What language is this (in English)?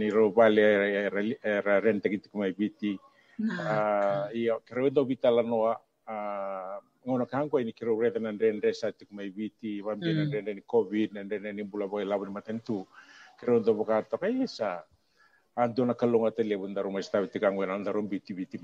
Fijian